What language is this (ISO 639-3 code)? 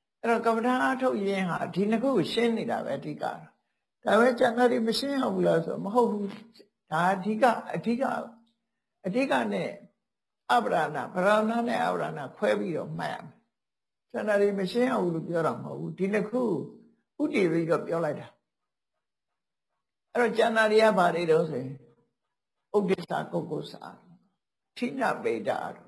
mya